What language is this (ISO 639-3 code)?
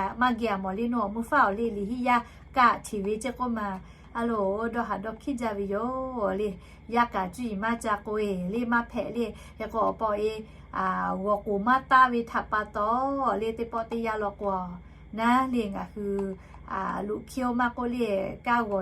lhu